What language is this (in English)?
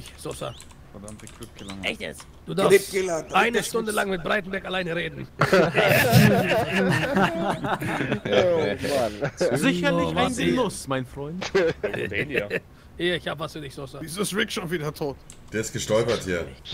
German